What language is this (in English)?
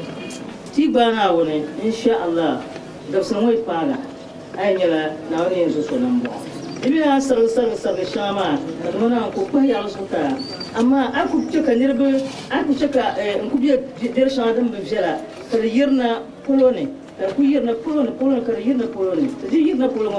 Dagbani